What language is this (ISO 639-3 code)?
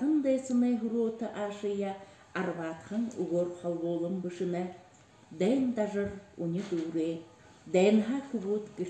bua